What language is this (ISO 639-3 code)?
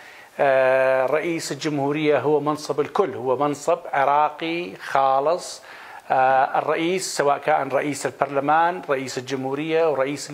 acm